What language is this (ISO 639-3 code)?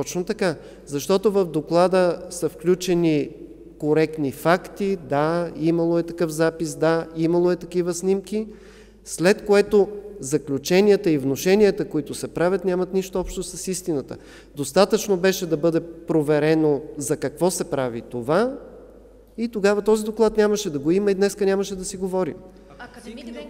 bul